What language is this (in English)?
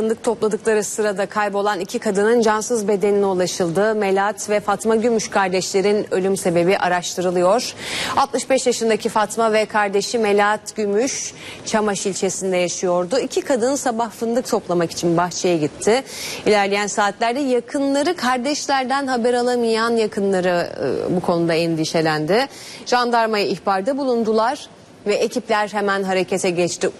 Turkish